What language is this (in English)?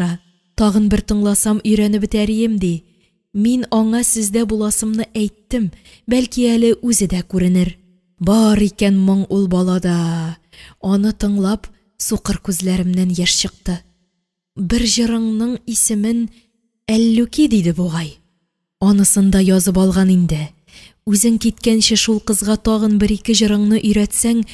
Tatar